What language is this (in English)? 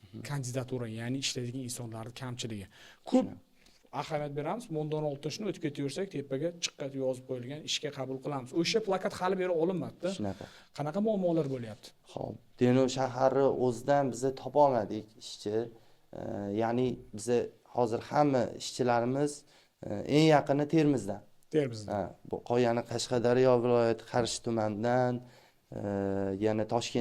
Uzbek